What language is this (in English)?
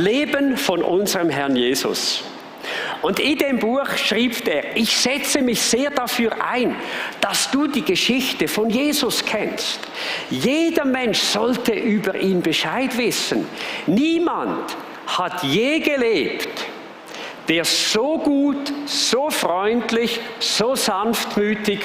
Swiss German